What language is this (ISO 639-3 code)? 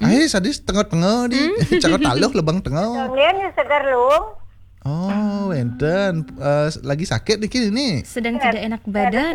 ban